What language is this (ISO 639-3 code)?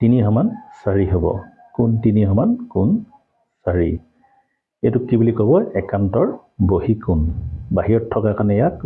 asm